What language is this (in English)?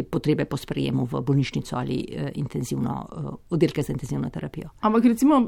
Slovenian